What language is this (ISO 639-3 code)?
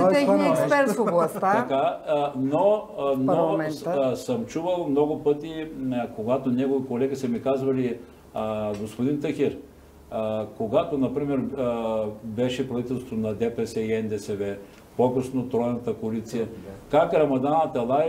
bul